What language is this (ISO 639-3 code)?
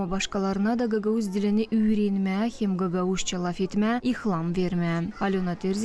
gag